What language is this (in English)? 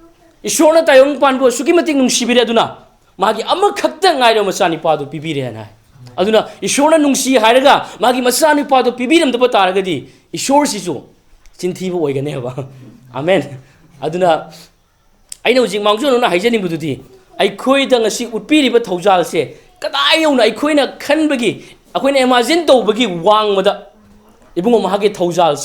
Manipuri